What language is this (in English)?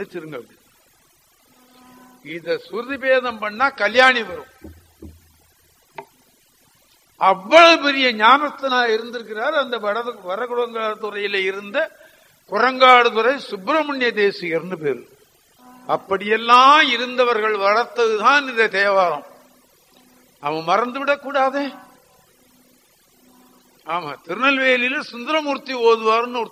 Tamil